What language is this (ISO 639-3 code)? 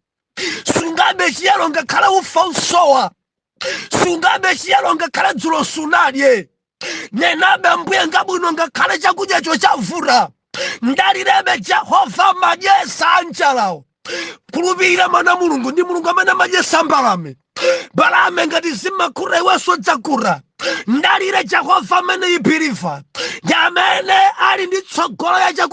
nya